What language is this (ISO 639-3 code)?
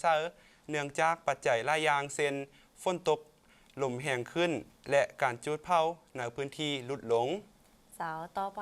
lao